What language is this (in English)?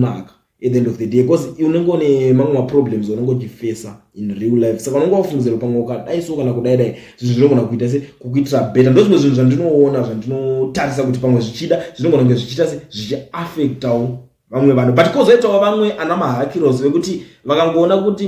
Shona